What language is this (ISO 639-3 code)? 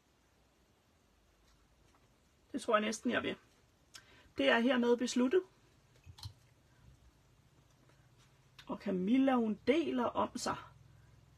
dan